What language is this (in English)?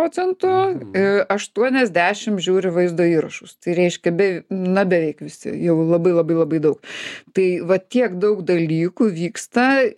Lithuanian